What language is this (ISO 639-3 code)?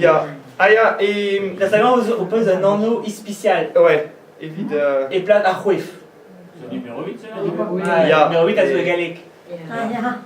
bre